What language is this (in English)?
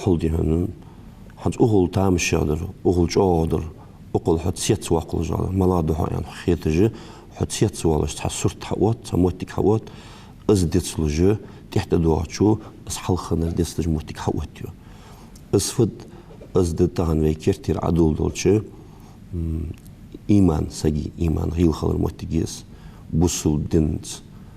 Ingush